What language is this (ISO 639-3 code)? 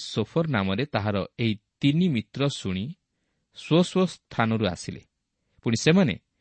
ori